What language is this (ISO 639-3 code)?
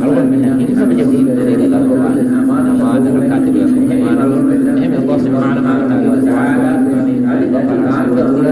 div